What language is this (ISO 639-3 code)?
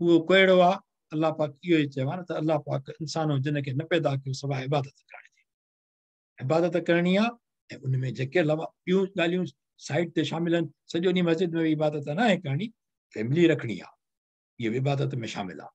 snd